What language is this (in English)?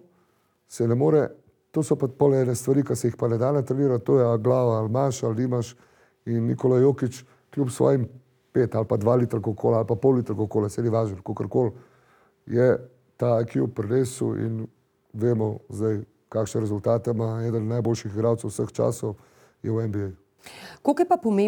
Slovenian